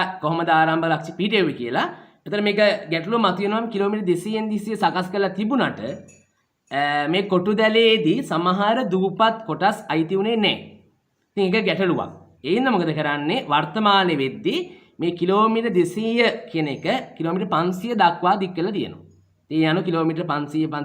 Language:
Sinhala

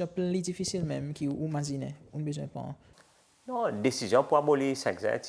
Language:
Seselwa Creole French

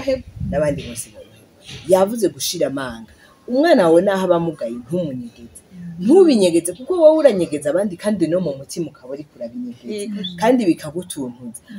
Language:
Rundi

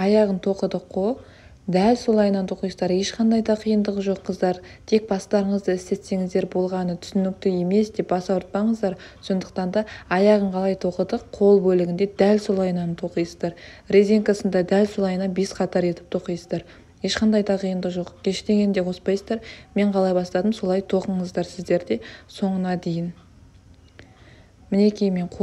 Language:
Kazakh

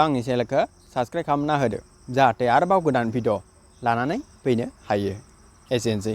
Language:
Bodo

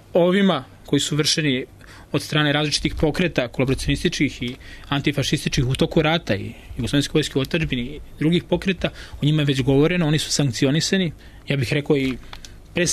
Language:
Serbian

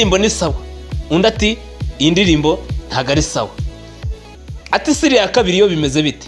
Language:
Kinyarwanda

